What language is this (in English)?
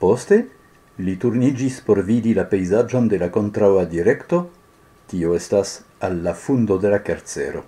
Esperanto